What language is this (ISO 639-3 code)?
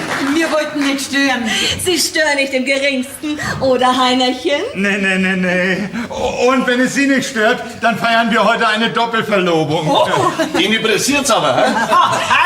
bar